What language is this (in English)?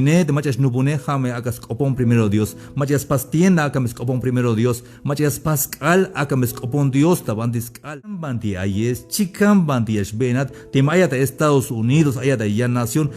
Tzeltal